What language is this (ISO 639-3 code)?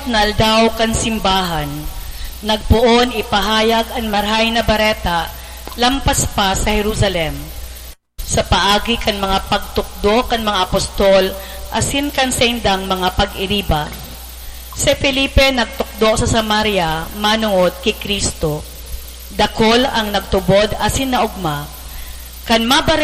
bik